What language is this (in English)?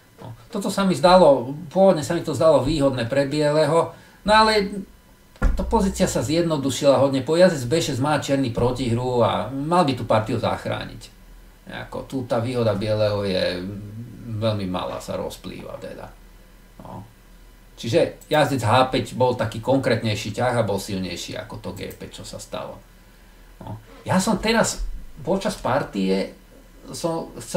Slovak